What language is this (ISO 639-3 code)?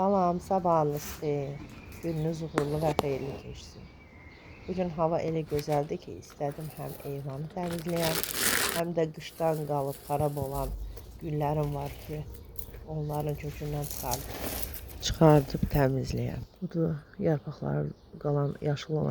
aze